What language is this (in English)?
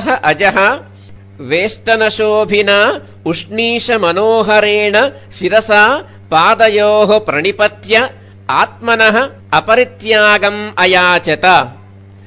Sanskrit